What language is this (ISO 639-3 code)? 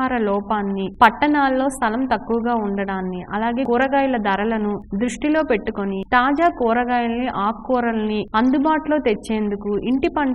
tel